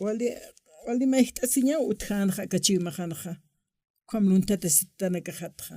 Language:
Aymara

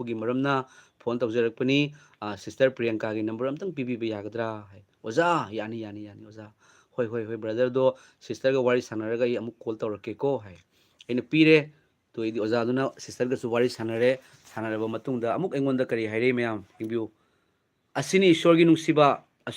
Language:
Manipuri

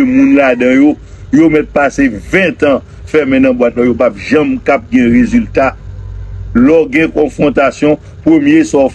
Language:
Haitian Creole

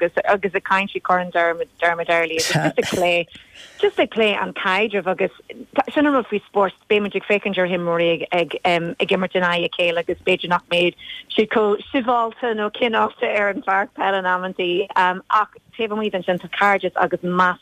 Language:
Irish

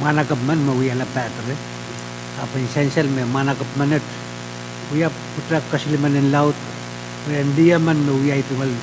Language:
Pohnpeian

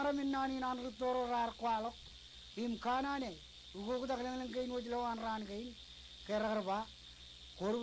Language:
Marshallese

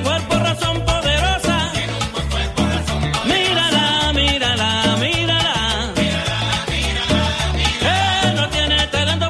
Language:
Spanish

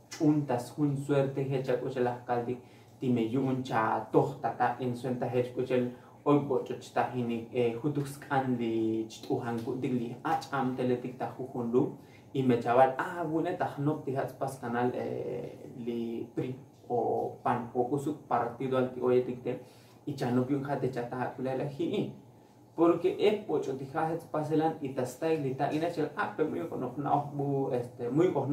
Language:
Tzotzil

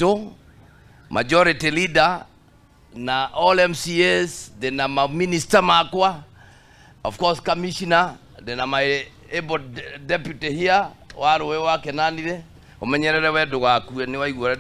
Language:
Kikuyu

